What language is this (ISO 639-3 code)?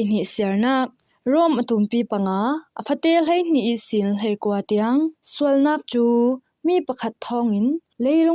cfm